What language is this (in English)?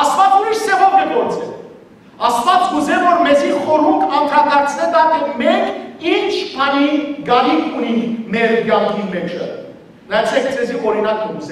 Western Armenian